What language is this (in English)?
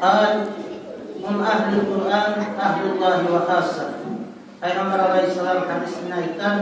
Kumyk